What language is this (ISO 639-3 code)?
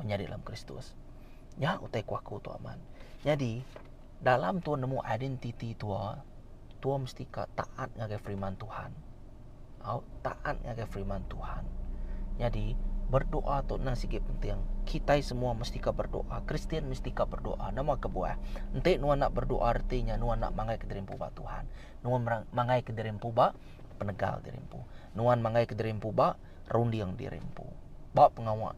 iba